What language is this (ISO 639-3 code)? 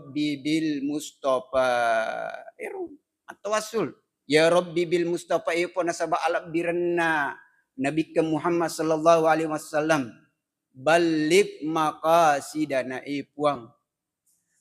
bug